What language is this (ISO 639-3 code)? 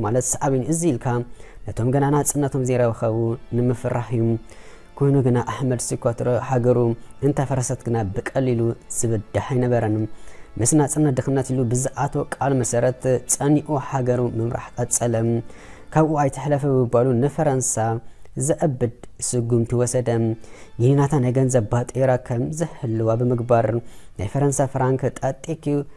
tir